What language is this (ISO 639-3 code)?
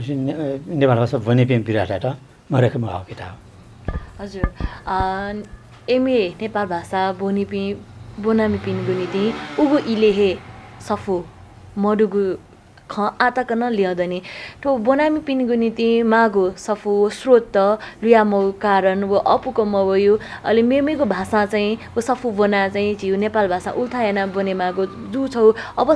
new